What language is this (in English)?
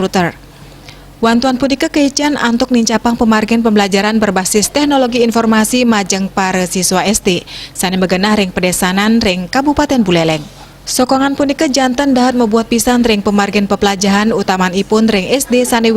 Balinese